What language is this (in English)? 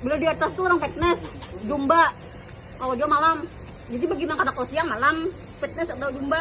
Banjar